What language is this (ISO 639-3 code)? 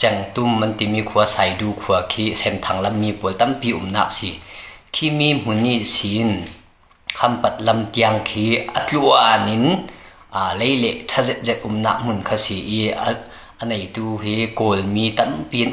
cnh